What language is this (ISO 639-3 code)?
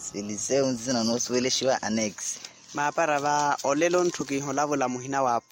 vmw